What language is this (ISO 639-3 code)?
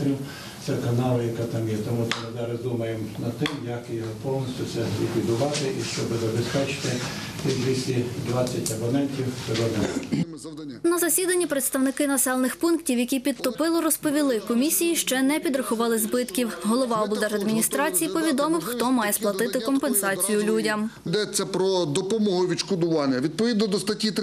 ukr